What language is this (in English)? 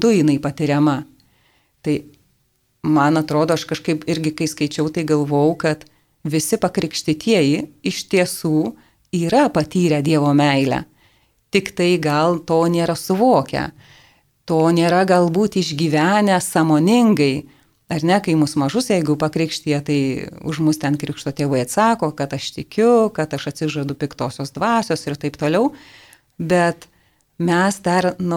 Lithuanian